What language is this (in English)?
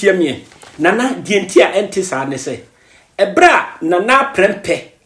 Akan